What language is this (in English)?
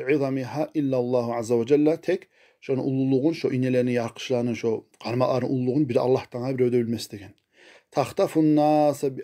Kumyk